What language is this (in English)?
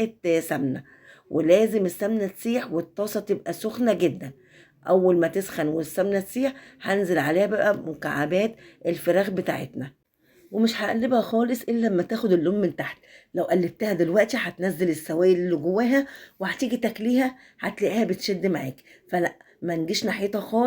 Egyptian Arabic